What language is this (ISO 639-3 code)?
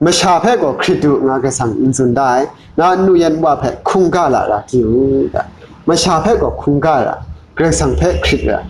kac